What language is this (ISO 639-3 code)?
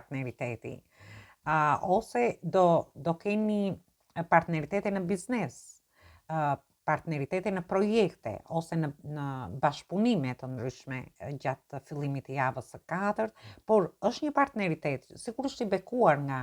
sqi